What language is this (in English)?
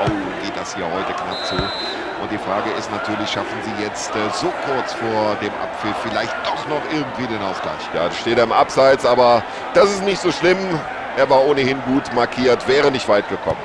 Bavarian